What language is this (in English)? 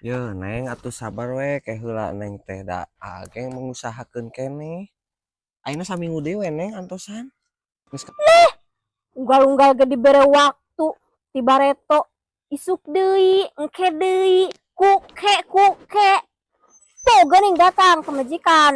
Sundanese